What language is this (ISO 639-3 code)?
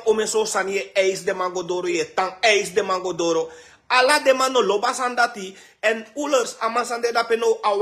srn